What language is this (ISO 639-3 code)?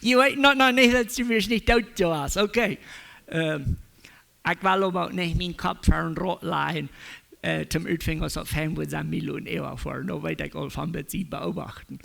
pdt